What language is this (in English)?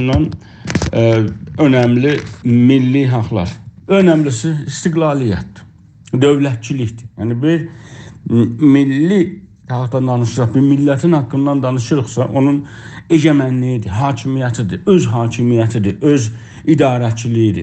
South Azerbaijani